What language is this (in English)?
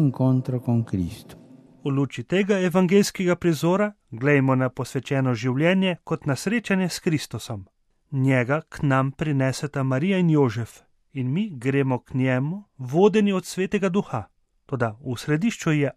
Slovenian